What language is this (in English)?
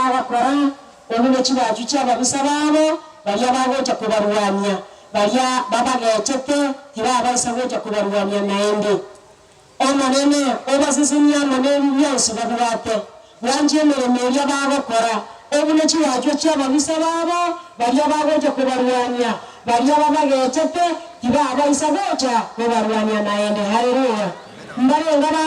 Gusii